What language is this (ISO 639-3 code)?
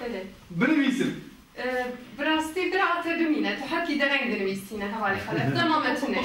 kur